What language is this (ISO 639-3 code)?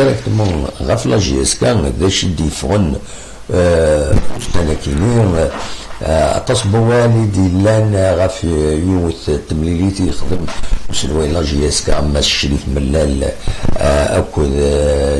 kab